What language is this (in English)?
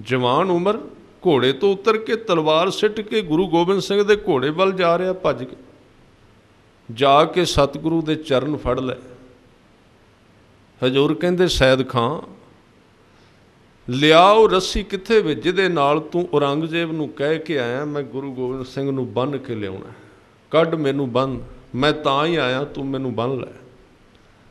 Punjabi